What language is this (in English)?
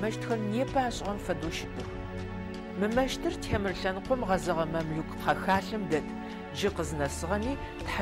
Adyghe